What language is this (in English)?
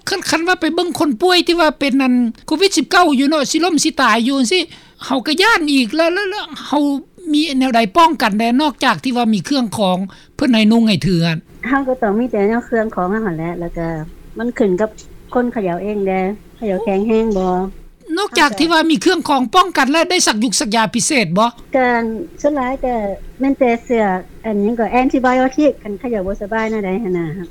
Lao